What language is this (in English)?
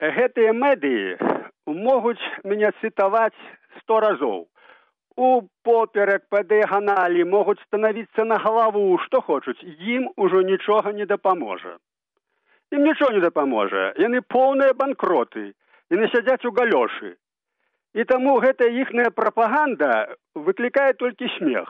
Belarusian